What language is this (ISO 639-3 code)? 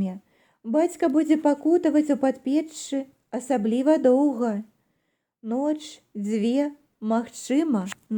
bel